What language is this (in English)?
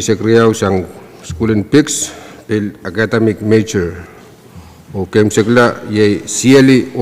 Pohnpeian